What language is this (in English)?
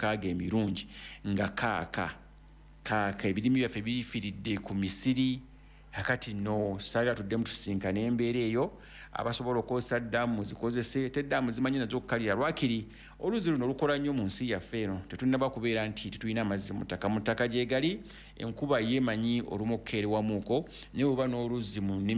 Ganda